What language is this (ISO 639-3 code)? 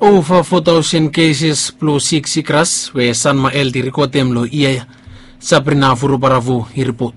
bis